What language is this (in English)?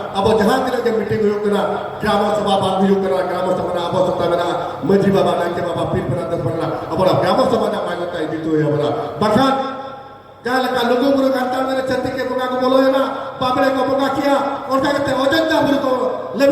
Santali